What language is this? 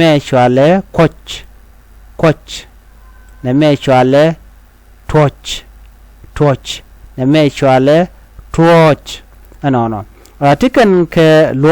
Nuer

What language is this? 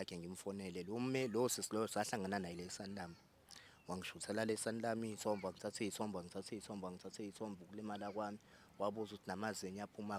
Zulu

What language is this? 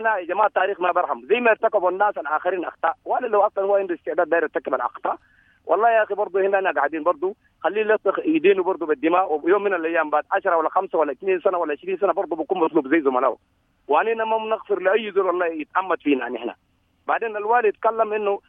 Sudanese Arabic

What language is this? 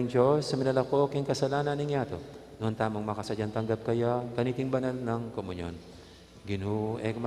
Pampanga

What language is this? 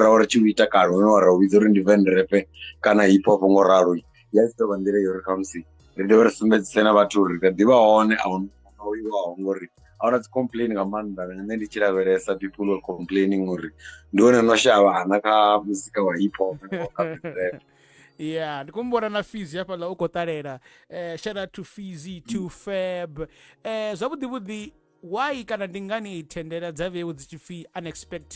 Venda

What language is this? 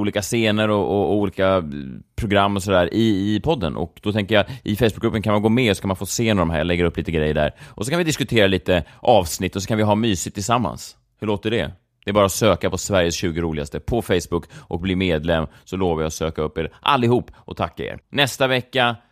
Swedish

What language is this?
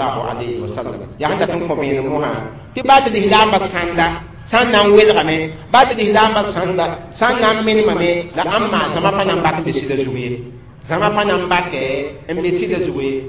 Mossi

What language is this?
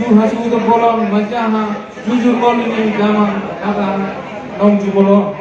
Batak Toba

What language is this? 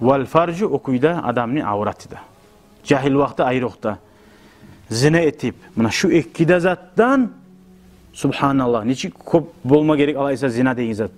Kumyk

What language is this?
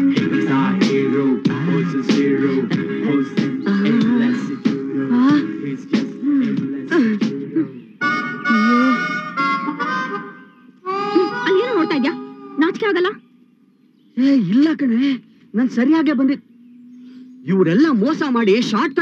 Kannada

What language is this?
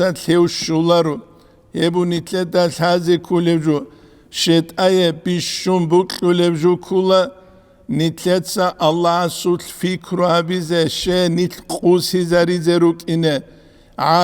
Avaric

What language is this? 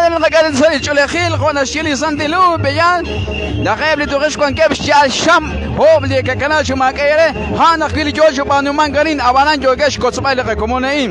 Kekchí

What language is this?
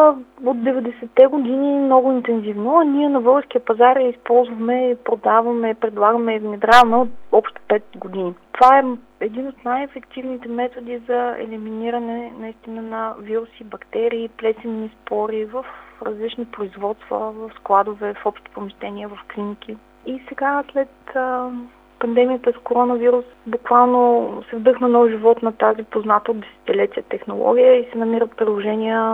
Bulgarian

